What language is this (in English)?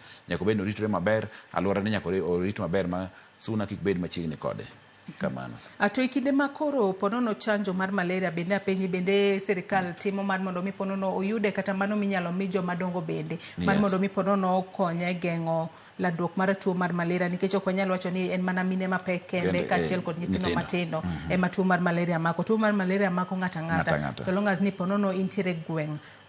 Luo (Kenya and Tanzania)